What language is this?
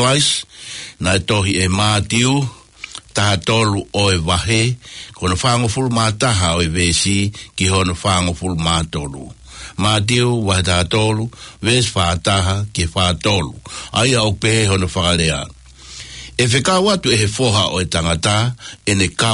Tongan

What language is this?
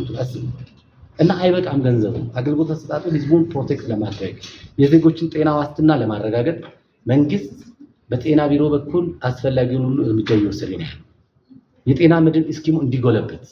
Amharic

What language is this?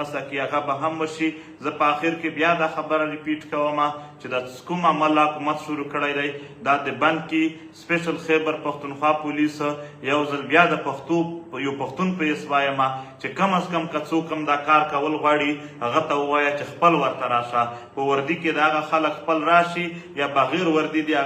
Pashto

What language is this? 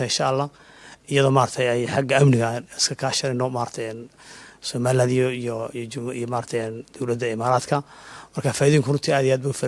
Somali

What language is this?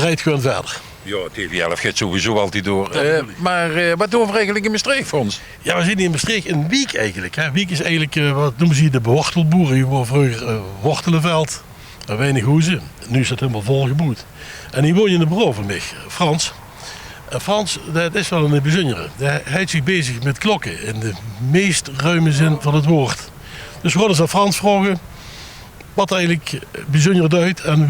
Limburgish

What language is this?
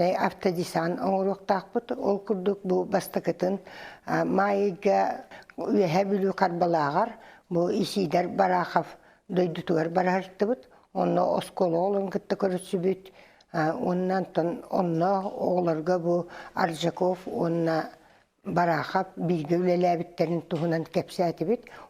Yakut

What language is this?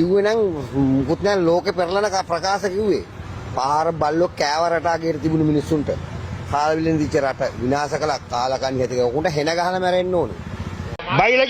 Sinhala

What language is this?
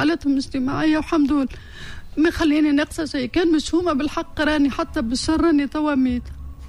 Tunisian Arabic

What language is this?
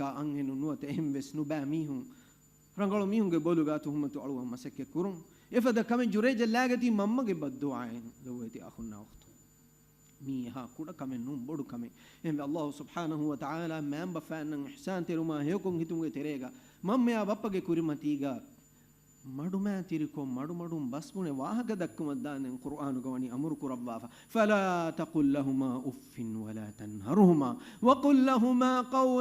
Divehi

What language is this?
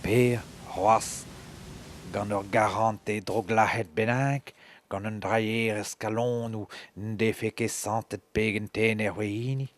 Breton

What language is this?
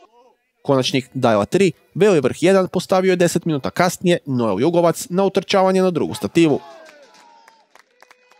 Croatian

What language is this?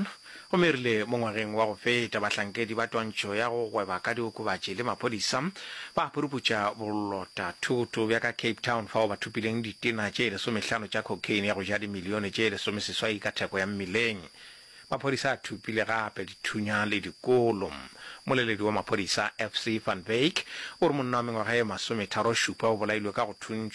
Northern Sotho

